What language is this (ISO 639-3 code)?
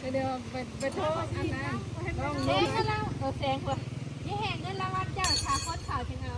tts